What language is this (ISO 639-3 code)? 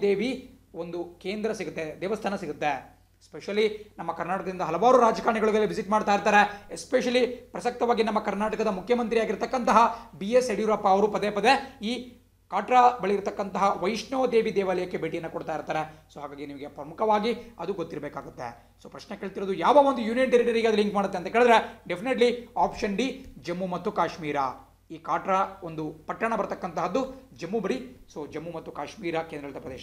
kan